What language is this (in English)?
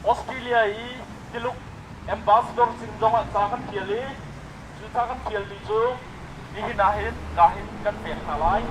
Hakha Chin